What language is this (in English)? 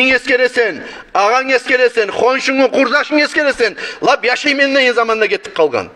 Kumyk